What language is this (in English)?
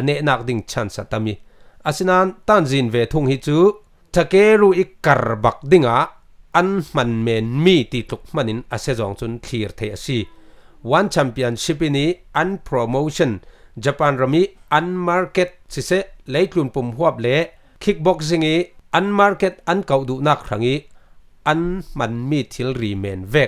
Falam Chin